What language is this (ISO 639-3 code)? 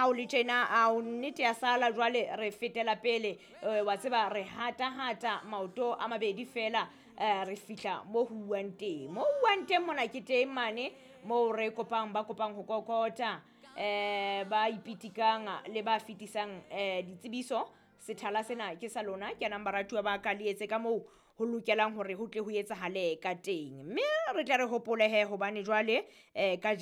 sot